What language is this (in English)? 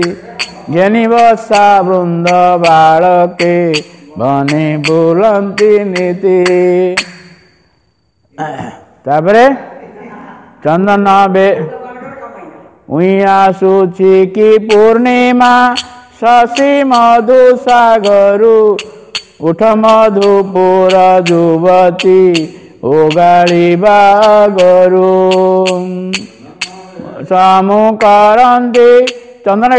Odia